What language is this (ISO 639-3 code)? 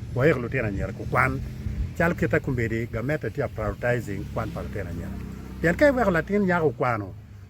ach